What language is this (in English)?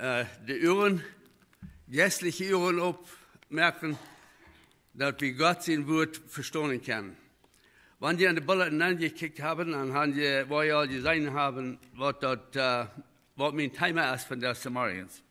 Plautdietsch